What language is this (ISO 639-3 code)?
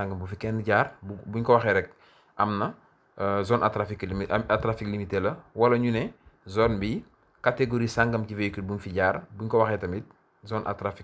wol